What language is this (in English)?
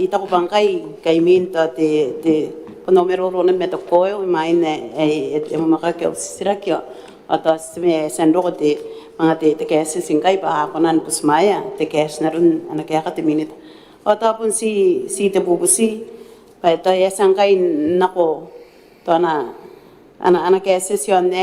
Gilbertese